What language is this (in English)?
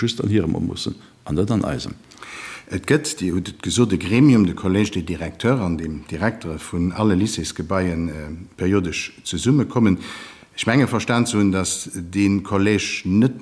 Luxembourgish